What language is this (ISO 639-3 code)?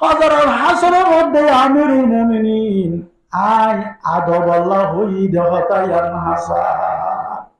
rhg